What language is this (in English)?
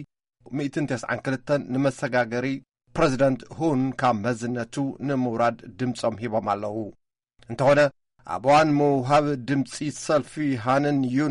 Tigrinya